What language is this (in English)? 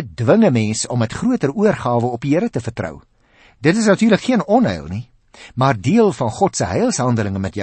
Afrikaans